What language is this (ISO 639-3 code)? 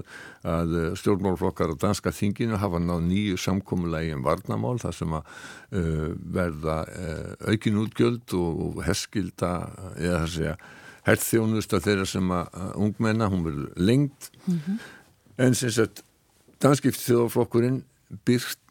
isl